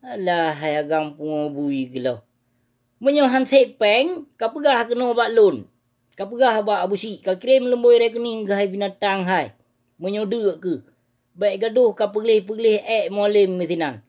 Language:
Achinese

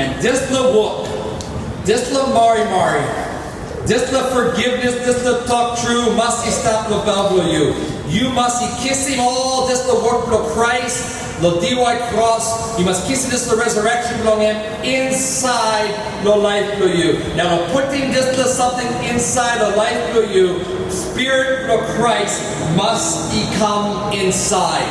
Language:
Tok Pisin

